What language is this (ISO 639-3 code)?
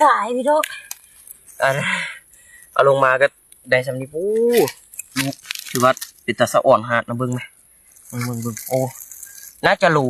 lao